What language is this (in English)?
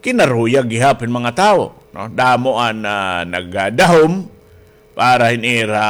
Waray